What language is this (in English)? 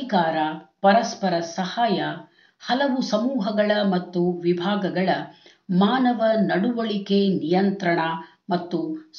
Kannada